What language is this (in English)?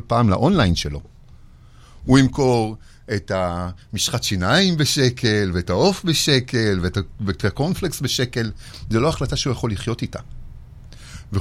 Hebrew